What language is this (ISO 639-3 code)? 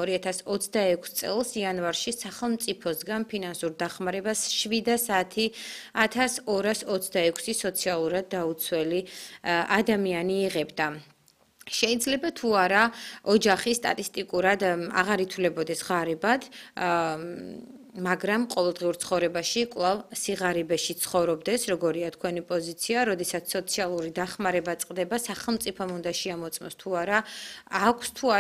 kat